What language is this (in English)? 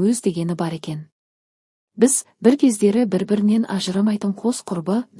Kazakh